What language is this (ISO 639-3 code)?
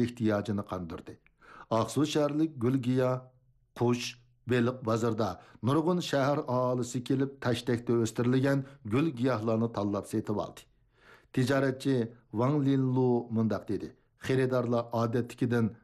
uig